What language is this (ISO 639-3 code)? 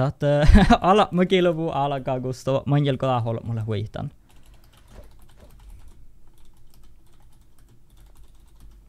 sme